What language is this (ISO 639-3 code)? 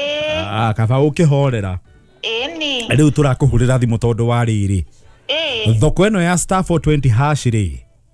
kik